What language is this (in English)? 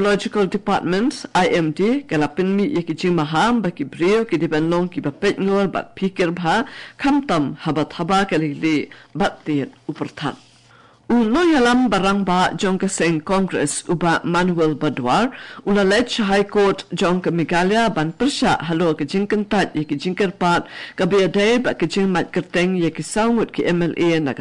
Khasi